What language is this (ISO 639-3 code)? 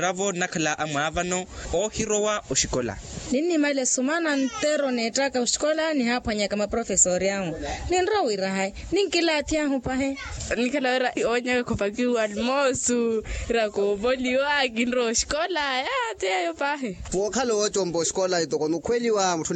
vmw